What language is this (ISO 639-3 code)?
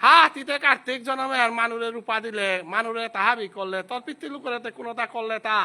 bpy